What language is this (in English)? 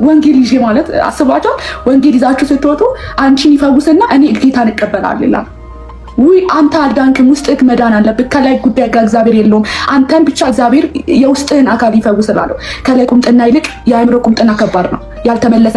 Amharic